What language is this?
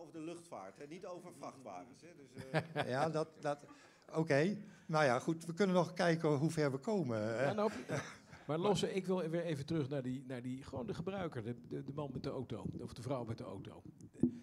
Dutch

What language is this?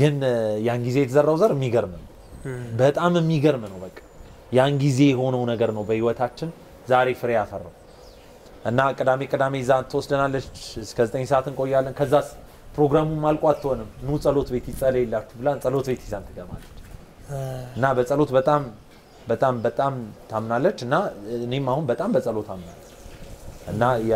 Amharic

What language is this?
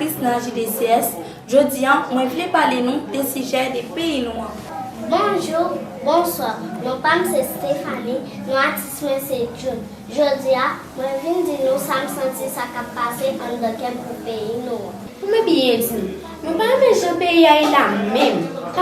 Haitian Creole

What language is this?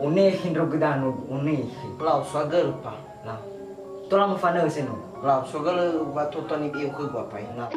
Nias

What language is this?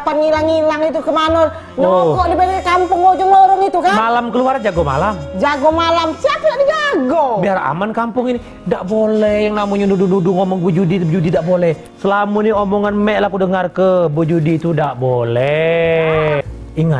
Musi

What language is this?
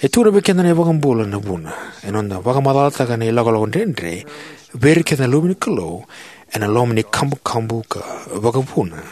Fijian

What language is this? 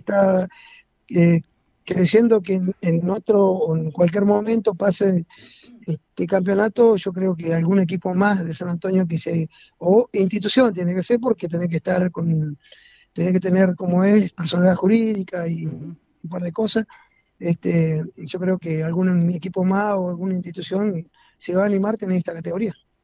Spanish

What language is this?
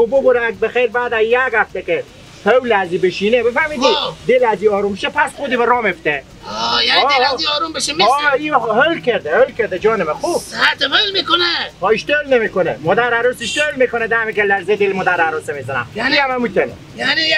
Persian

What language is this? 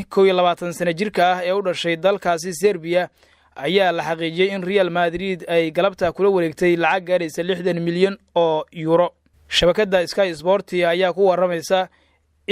Somali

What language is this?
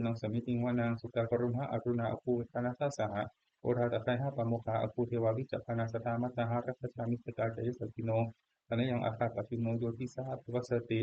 Pali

